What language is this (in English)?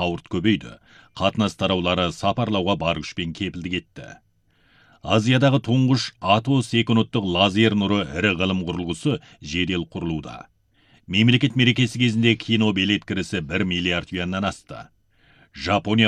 Kazakh